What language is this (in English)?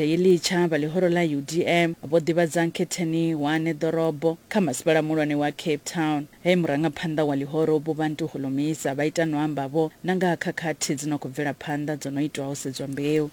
Venda